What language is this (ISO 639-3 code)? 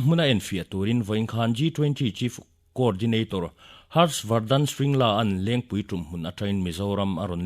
lus